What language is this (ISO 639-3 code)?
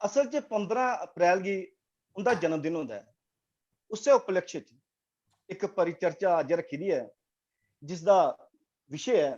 doi